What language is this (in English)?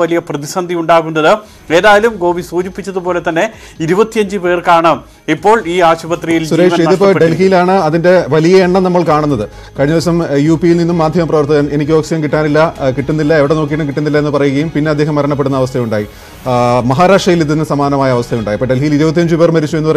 Malayalam